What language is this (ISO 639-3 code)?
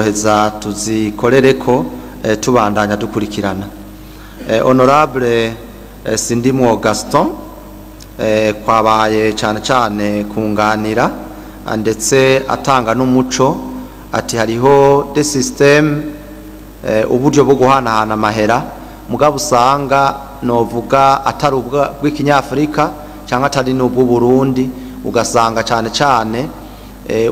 run